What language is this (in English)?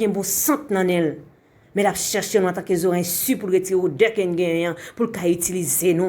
Haitian Creole